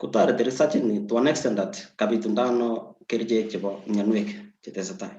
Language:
Kalenjin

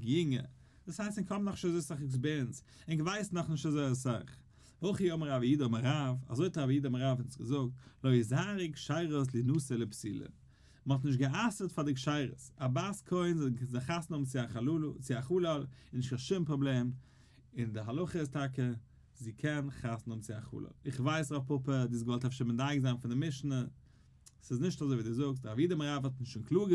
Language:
Yiddish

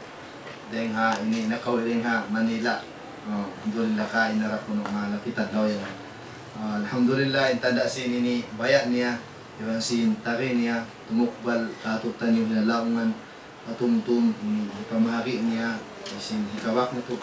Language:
Tausug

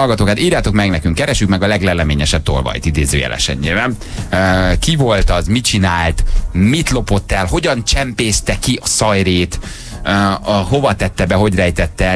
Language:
Hungarian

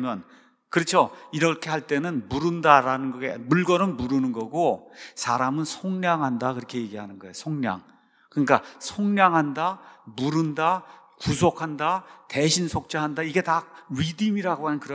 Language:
Korean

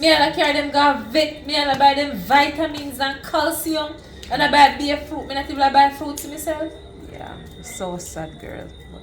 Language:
Jamaican Creole English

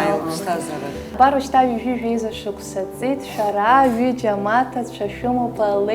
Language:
Abkhazian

